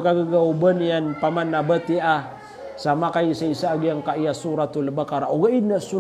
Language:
Maranao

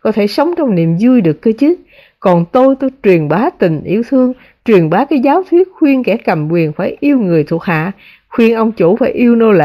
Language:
Vietnamese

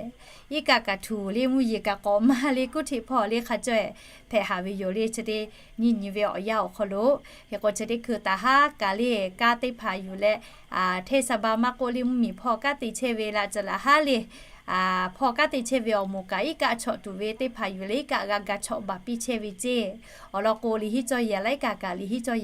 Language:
Lahu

